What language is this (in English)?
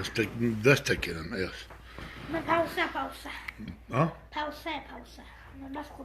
Kurdish